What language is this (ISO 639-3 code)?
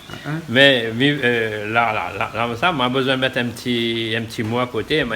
rcf